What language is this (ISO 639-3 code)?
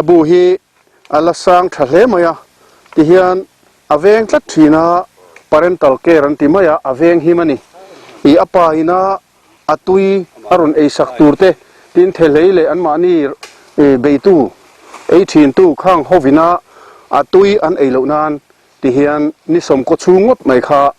lus